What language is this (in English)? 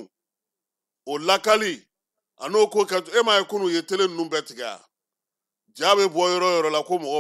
Bambara